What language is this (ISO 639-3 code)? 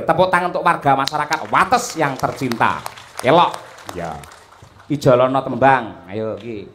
jav